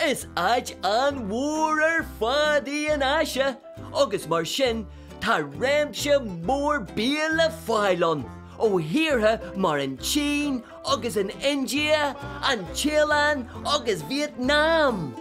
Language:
Irish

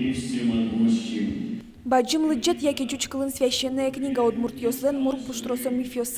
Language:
Udmurt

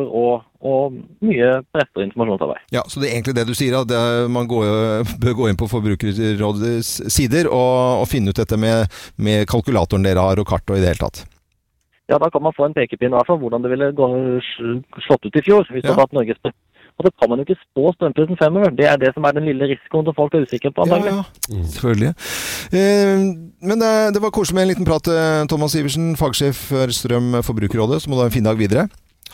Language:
Norwegian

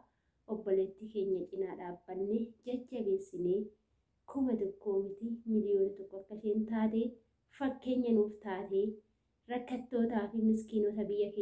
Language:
Oromo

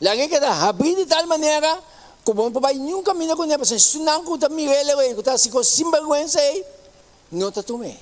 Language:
Papiamento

